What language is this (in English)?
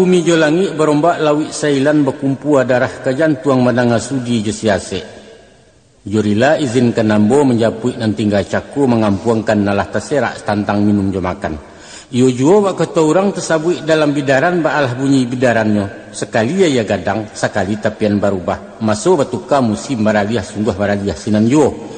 Minangkabau